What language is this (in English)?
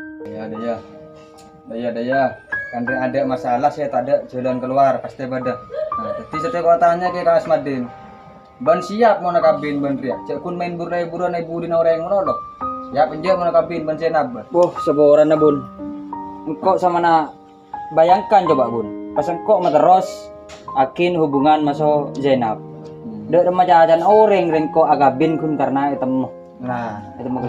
Madurese